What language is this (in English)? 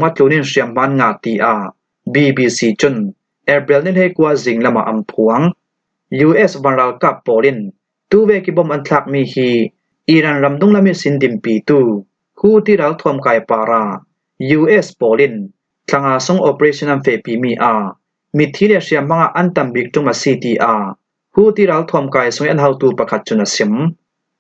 Falam Chin